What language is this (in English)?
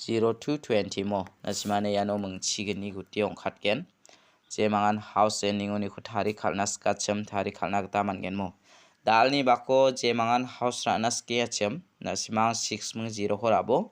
Garo